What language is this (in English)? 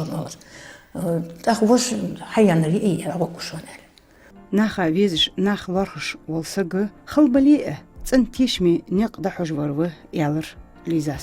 Ingush